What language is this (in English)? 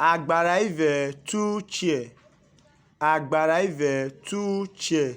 Urhobo